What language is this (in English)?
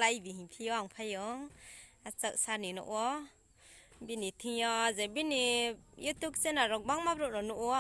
Riang (India)